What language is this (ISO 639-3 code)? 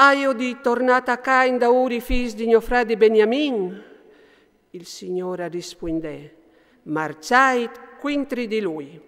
fur